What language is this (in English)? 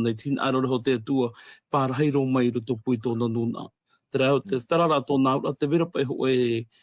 Tahitian